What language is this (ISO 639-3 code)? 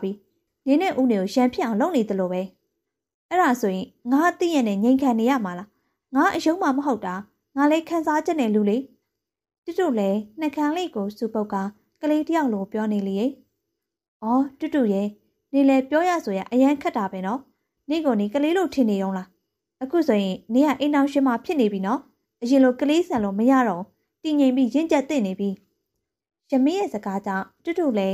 mya